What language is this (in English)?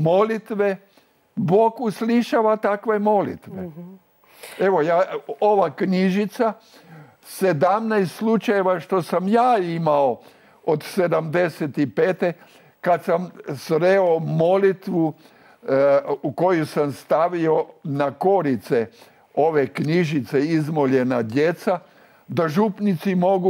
Croatian